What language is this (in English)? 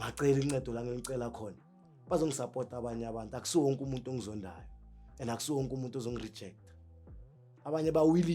Zulu